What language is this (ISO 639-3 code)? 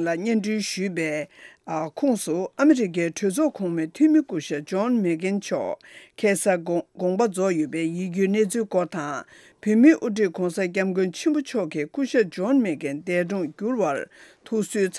bod